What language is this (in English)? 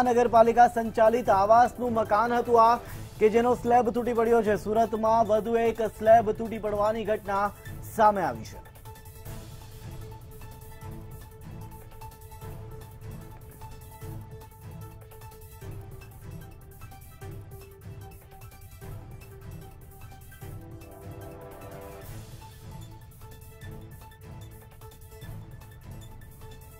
Gujarati